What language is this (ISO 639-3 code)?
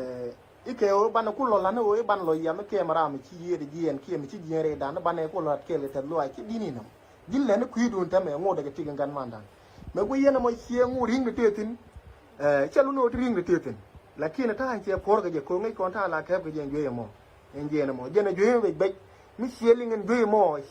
nus